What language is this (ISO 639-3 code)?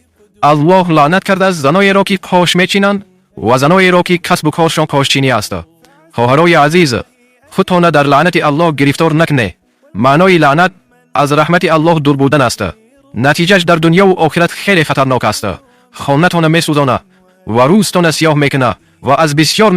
tgk